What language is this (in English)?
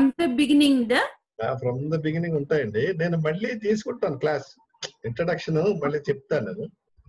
Telugu